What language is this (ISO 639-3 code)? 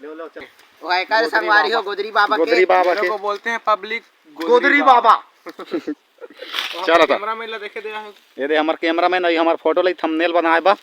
hne